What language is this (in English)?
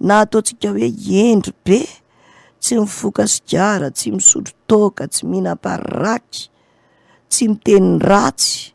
Malagasy